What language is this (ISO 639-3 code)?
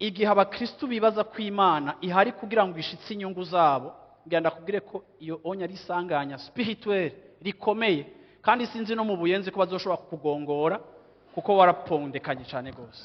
run